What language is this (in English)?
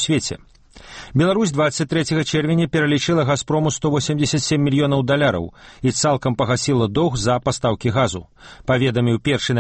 Belarusian